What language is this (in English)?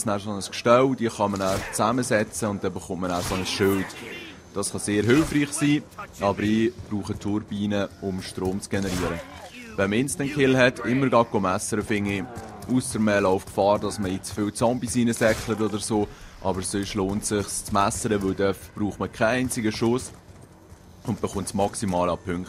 Swiss German